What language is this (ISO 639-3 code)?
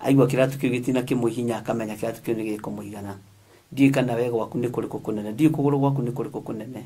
kik